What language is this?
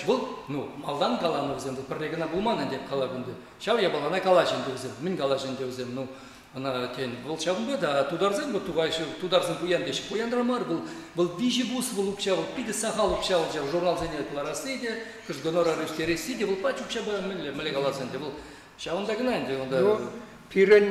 Chuvash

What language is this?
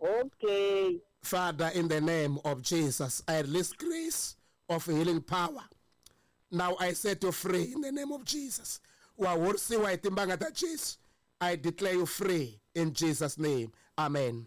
Tsonga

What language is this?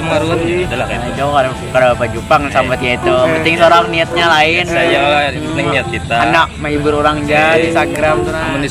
Banjar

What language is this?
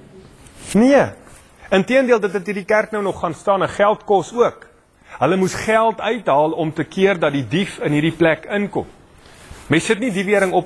Afrikaans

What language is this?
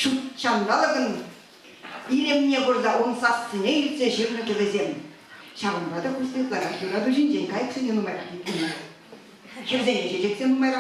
Chuvash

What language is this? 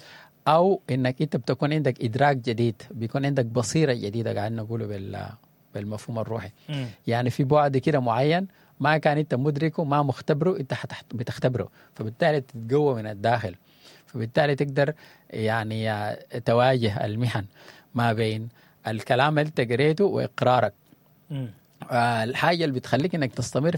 Sudanese Arabic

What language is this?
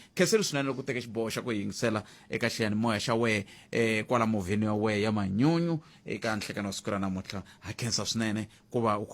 Tsonga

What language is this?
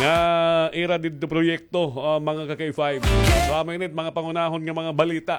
Waray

